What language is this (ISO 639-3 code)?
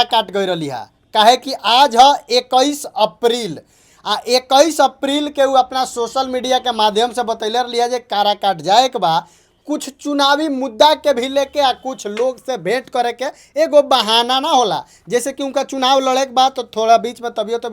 bho